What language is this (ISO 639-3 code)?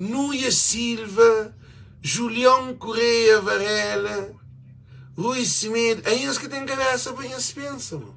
kea